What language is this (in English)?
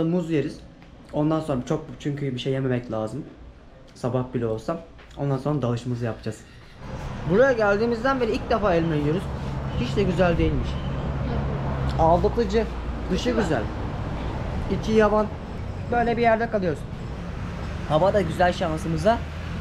Turkish